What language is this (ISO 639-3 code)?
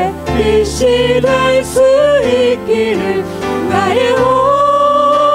kor